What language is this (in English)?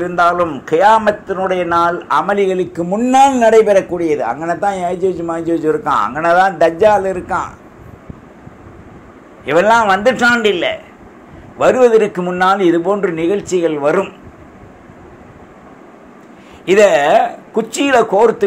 Tamil